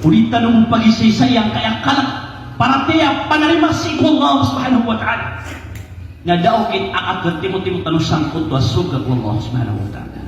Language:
Maranao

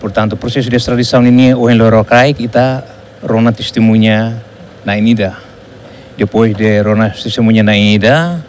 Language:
Tetum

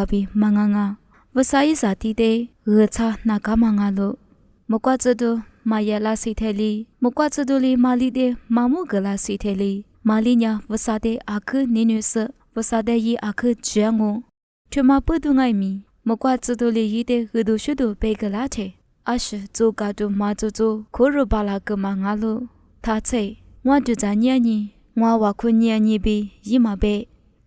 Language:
Lisu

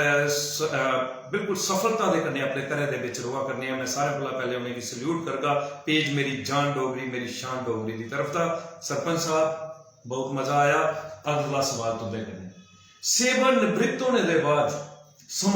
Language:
Dogri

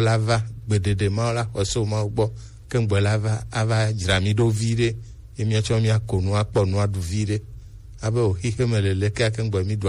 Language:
Gen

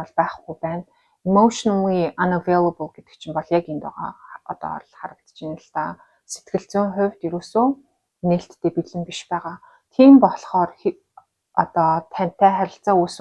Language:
Mongolian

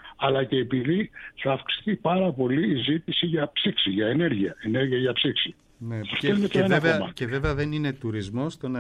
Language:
Greek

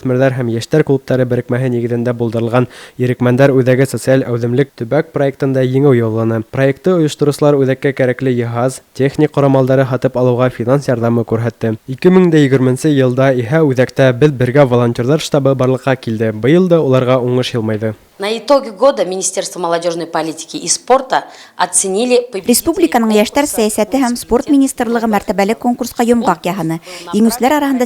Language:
Bashkir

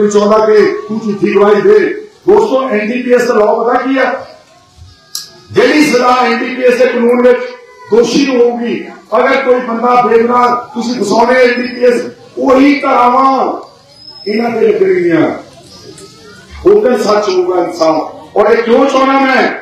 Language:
Punjabi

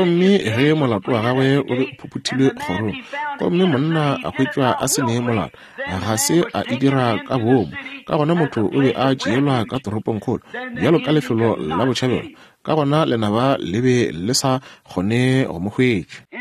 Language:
Northern Sotho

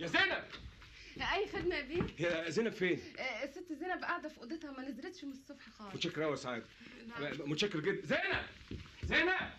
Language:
Egyptian Arabic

